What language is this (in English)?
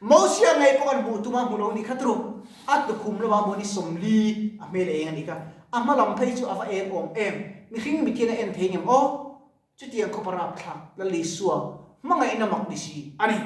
Mizo